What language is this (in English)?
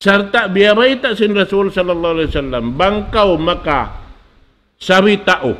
Tausug